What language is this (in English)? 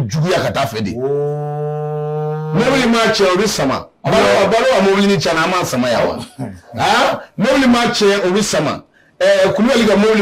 Bambara